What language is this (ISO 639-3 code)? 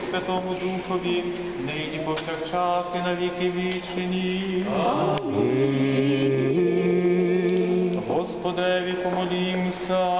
ukr